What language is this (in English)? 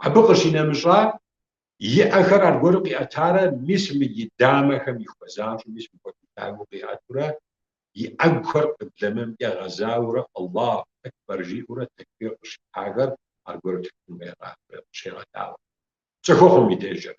Kabardian